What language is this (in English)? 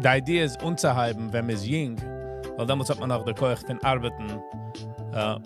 Yiddish